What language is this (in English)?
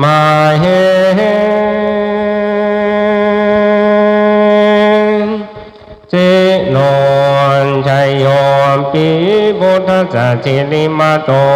Pali